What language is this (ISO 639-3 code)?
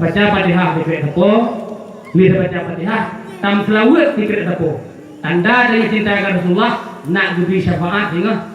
ace